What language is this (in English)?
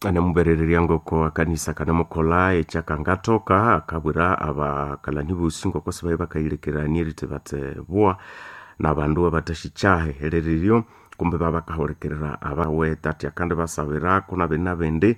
Nande